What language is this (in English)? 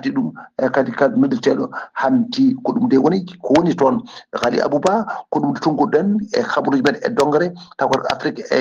Fula